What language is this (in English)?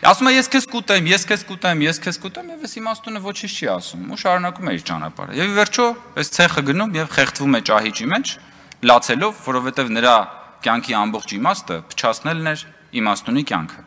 Armenian